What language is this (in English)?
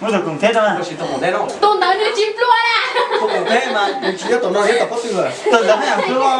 Hmong